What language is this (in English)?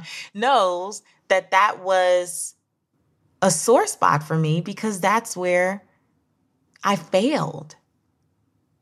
English